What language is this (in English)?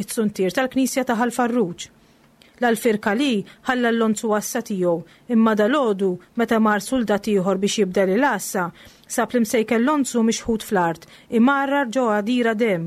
Maltese